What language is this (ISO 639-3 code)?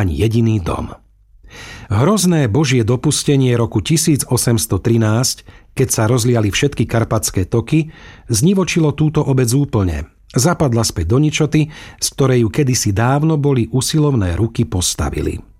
slk